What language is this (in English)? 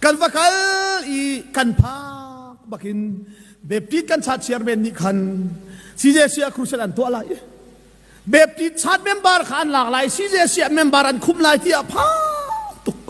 Hakha Chin